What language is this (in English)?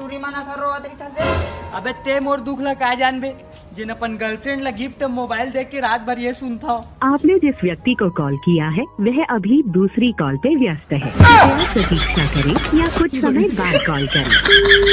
Chhattisgarhi